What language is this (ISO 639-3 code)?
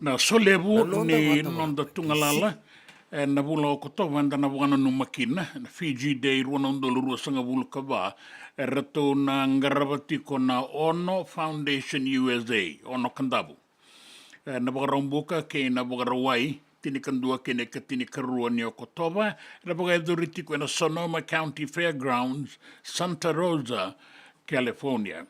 fij